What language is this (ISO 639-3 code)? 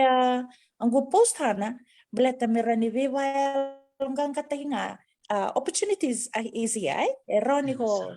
fij